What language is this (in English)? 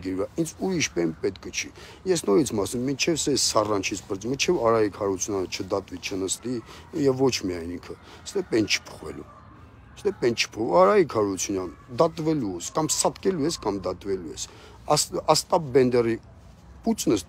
Armenian